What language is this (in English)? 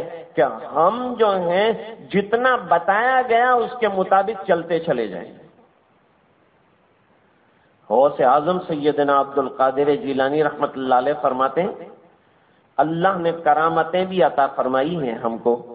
Urdu